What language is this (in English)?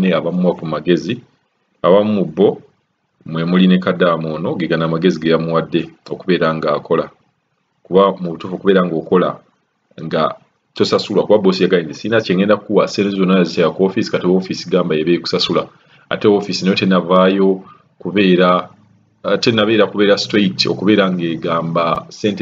Ganda